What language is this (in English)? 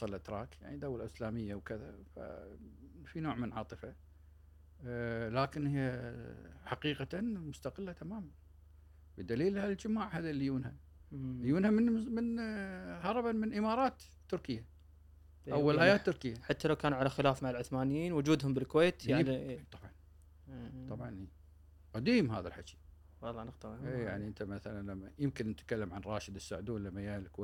Gulf Arabic